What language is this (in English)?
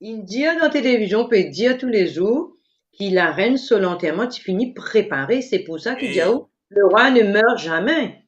Morisyen